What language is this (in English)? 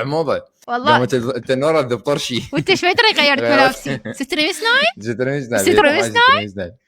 Mesopotamian Arabic